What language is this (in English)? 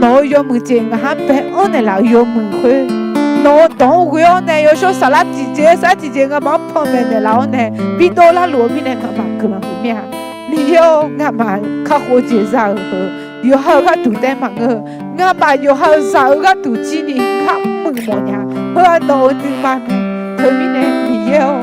Akha